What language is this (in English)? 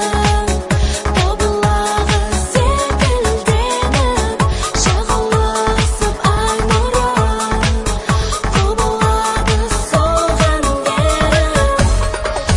Kazakh